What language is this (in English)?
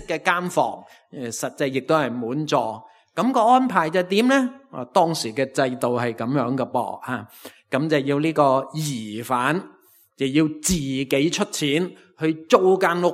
Cantonese